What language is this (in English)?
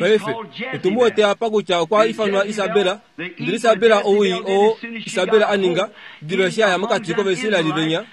Kuanyama